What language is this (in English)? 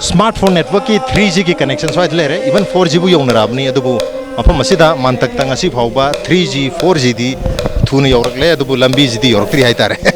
Manipuri